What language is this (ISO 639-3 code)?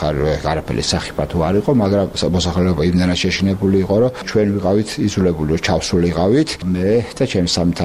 kat